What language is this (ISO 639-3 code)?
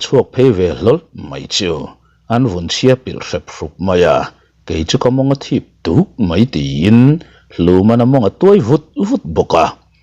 lus